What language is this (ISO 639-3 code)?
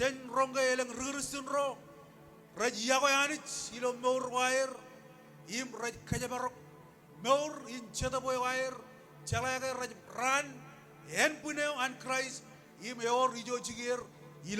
mah